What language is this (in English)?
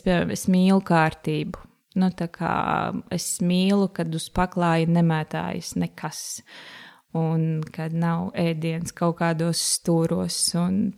Latvian